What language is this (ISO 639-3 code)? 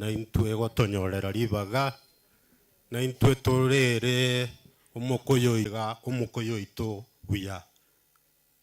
guz